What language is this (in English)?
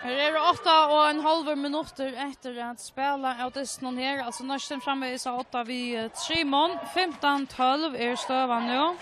Faroese